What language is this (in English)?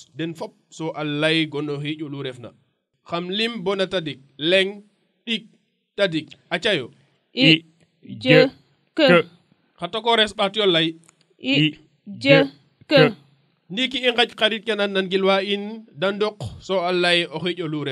Serer